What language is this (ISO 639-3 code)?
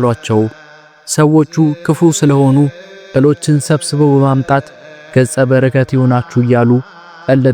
amh